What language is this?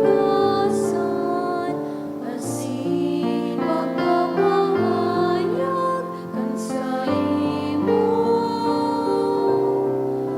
Bikol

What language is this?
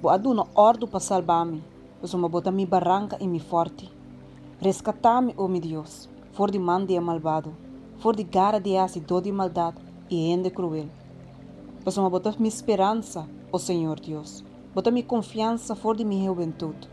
Papiamento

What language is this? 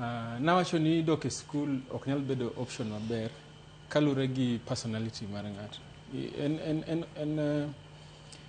Luo (Kenya and Tanzania)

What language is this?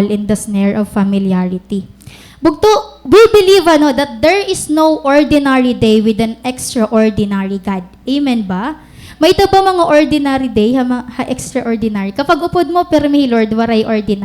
Waray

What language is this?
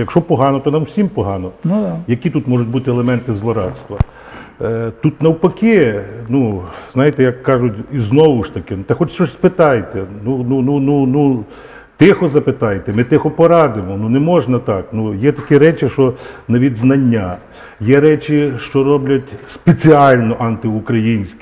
Ukrainian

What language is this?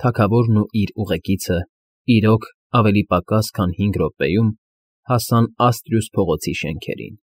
Armenian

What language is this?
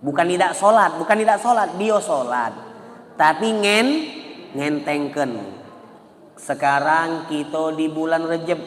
Musi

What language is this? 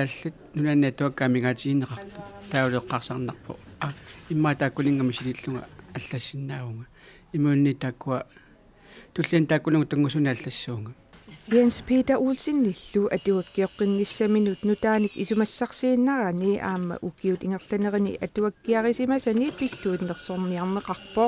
Kalaallisut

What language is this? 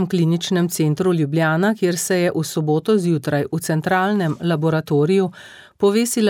Slovenian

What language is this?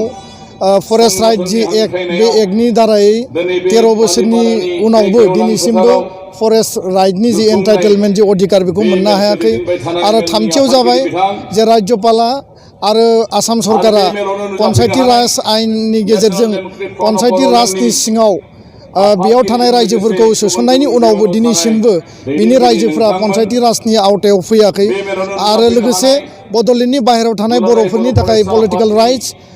Bodo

